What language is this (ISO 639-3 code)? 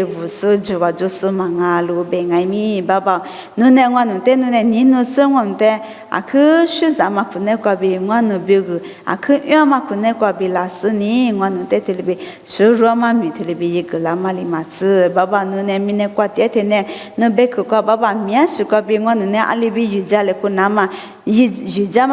lis